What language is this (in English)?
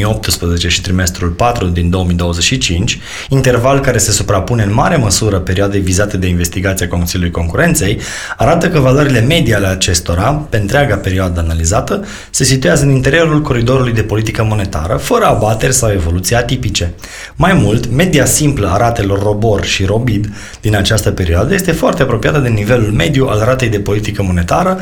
Romanian